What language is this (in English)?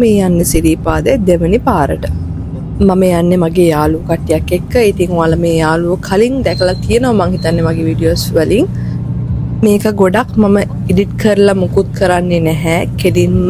Sinhala